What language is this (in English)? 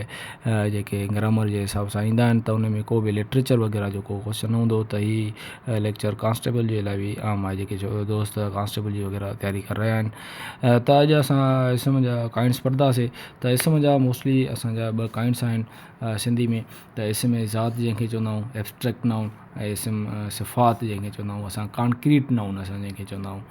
Sindhi